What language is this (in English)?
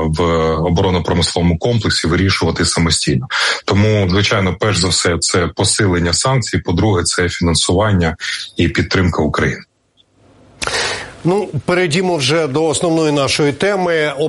Ukrainian